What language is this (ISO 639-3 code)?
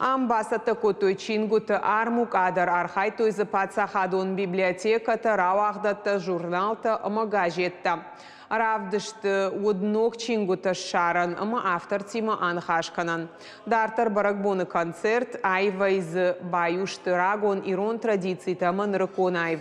oss